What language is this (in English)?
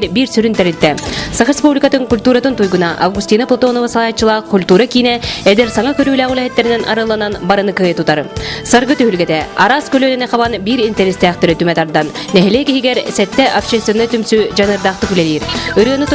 Yakut